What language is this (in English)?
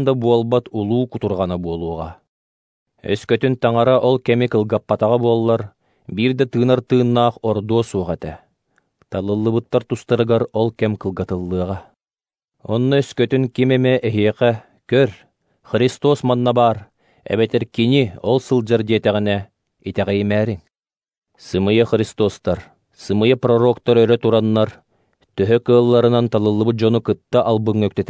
Yakut